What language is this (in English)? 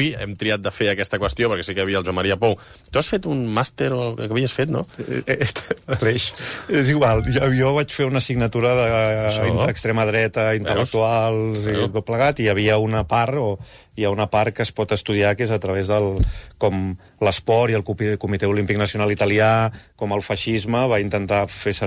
Catalan